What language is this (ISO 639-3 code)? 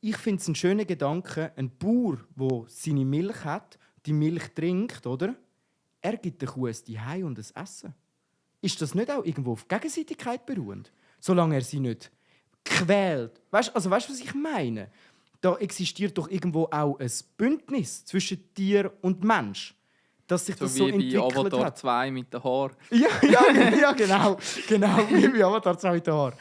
gsw